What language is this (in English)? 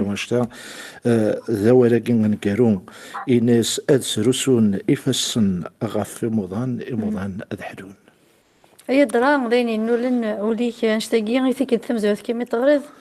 Kabyle